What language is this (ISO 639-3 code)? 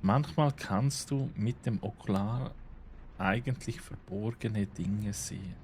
gsw